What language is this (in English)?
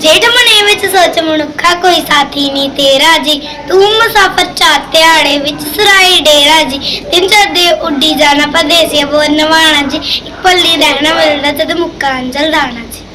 Dogri